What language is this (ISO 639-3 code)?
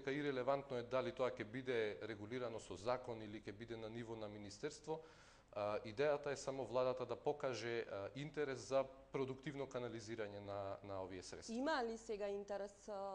mkd